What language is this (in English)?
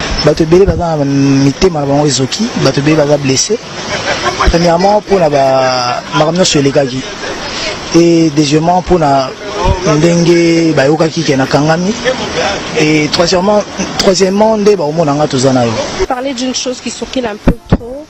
Lingala